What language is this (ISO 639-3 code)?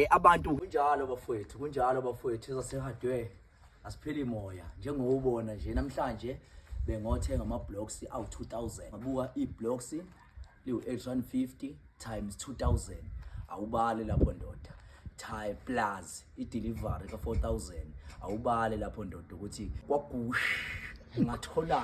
zul